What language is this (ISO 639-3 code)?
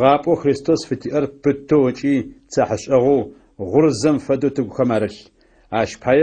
ady